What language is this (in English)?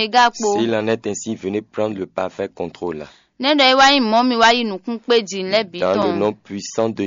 Fon